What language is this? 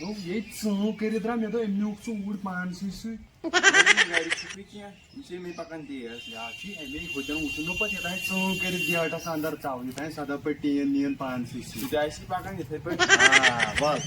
Kashmiri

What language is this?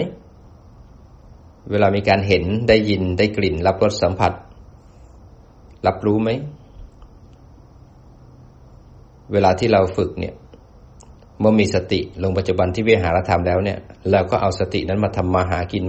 Thai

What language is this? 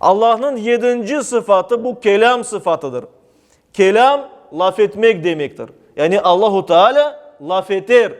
Crimean Tatar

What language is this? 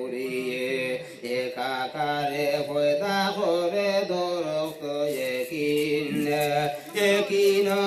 Sylheti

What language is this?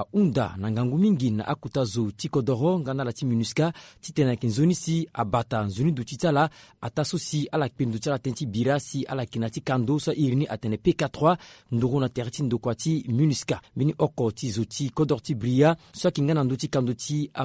Sango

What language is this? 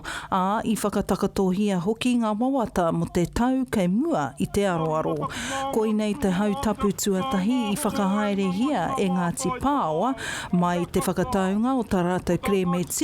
Māori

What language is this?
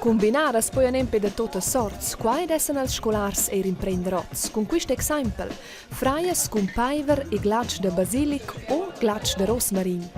Romansh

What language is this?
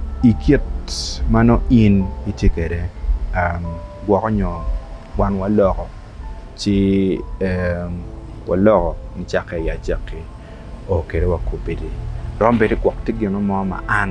Acoli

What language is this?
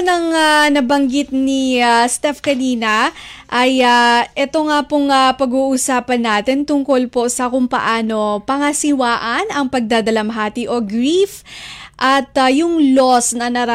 Filipino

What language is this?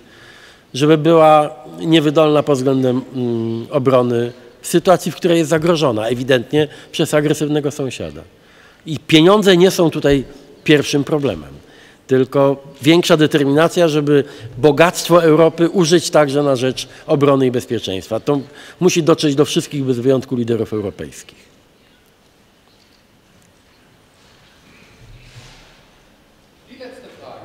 Polish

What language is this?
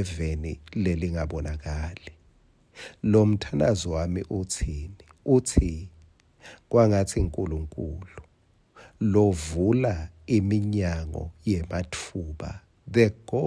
Swati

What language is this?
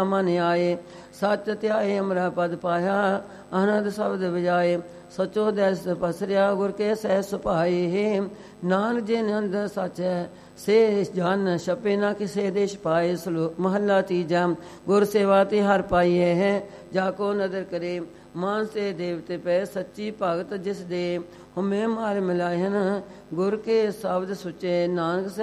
Punjabi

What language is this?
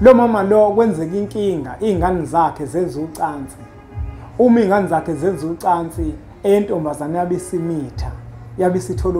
Zulu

